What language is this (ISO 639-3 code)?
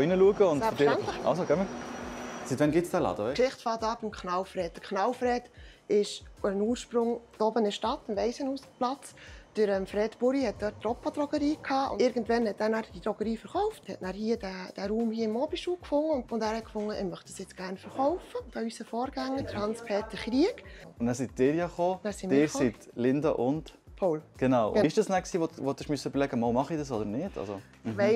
gsw